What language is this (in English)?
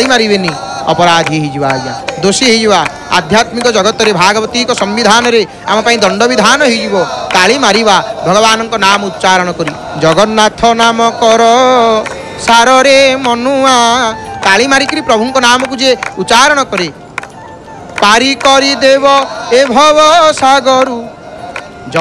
Odia